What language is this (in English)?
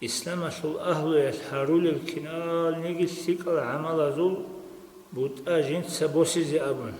Avaric